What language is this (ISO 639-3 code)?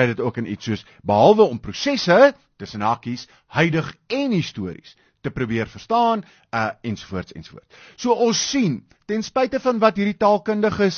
afr